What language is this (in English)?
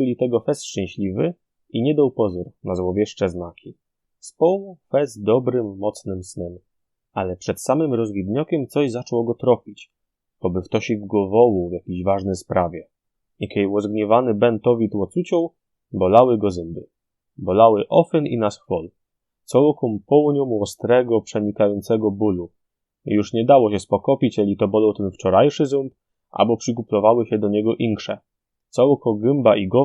Silesian